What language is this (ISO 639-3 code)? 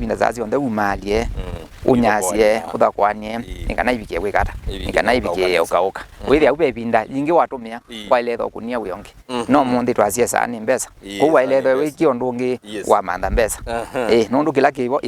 kam